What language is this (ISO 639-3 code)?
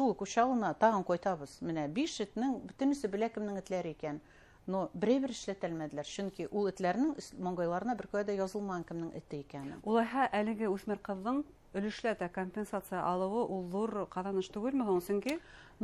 bak